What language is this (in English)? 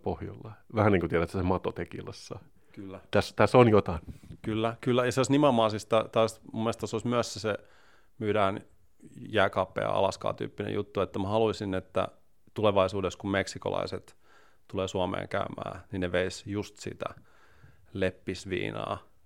Finnish